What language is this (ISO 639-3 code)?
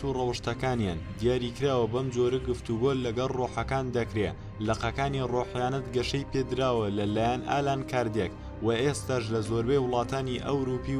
ckb